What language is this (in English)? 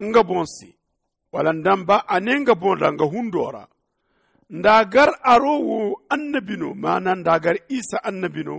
Zarma